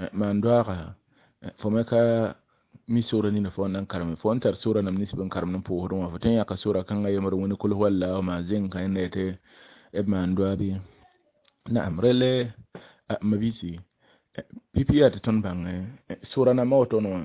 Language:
Mossi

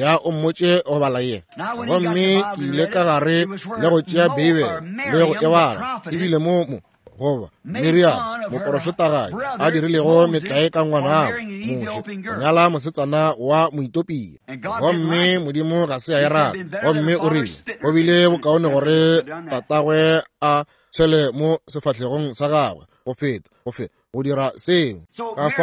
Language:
Northern Sotho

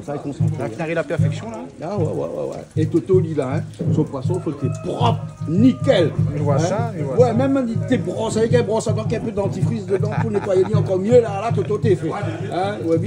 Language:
Réunion Creole French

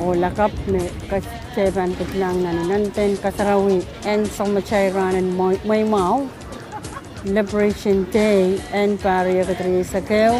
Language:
Pohnpeian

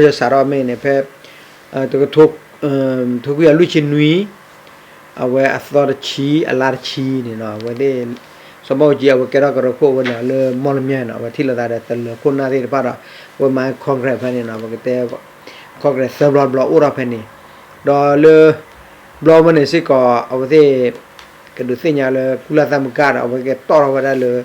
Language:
S'gaw Karen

